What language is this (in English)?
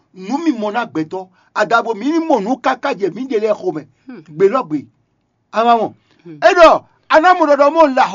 Fon